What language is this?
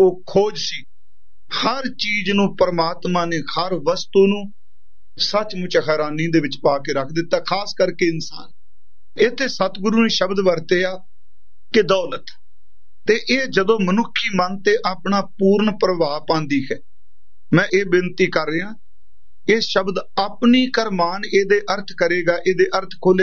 Punjabi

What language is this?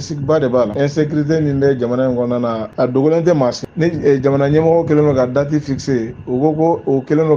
Bambara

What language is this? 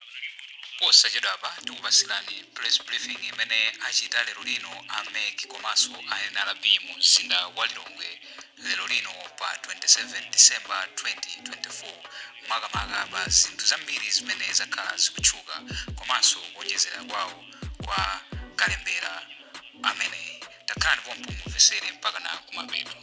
Nyanja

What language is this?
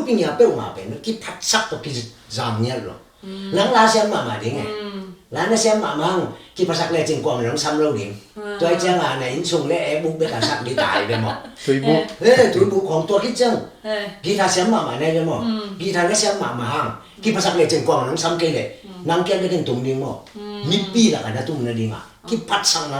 Tedim Chin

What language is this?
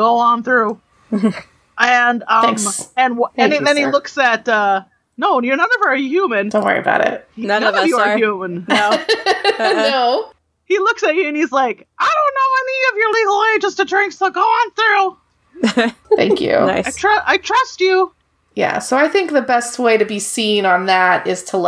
English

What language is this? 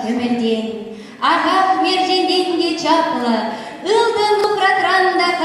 Chuvash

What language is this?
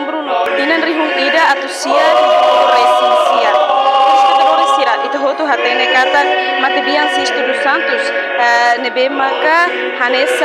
Tetum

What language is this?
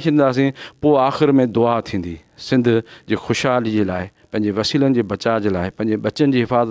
Sindhi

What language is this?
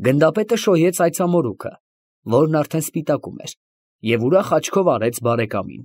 Armenian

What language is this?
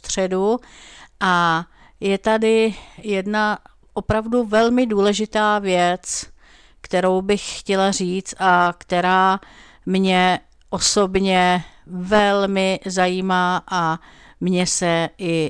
Czech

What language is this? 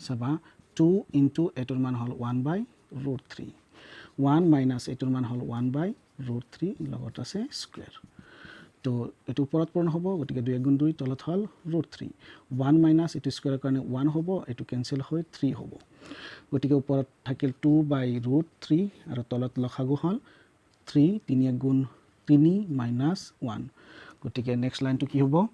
Assamese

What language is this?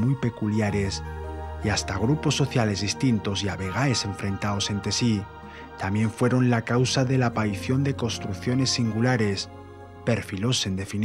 Asturian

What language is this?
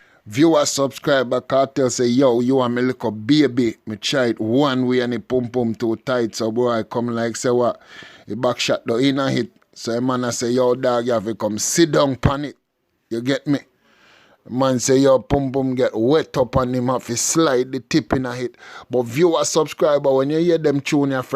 Jamaican Creole English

